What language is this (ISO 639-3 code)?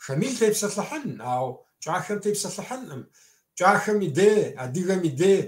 kbd